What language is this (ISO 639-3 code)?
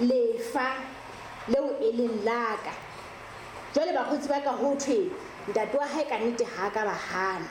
sot